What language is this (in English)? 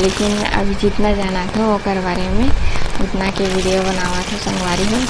Chhattisgarhi